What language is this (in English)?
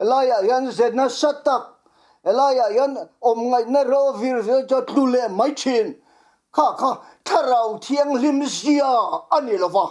Mizo